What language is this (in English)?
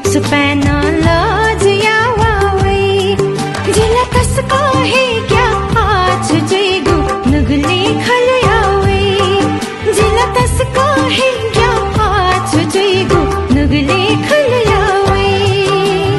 Newari